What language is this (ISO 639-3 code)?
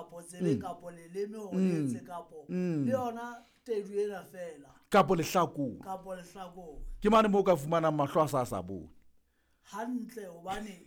sot